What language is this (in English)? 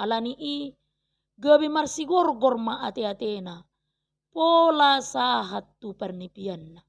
Batak Toba